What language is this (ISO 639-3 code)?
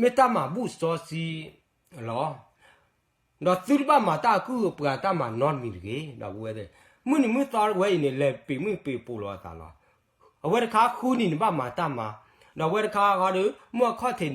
ksw